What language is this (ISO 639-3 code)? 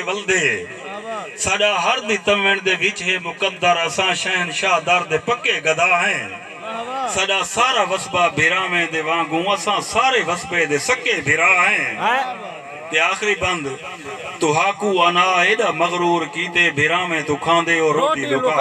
skr